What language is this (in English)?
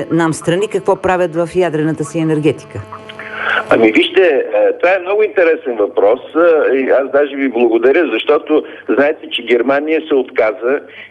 Bulgarian